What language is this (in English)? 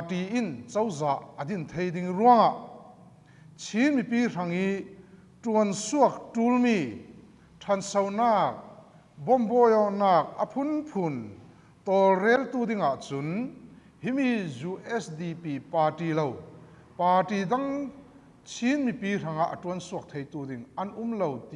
Falam Chin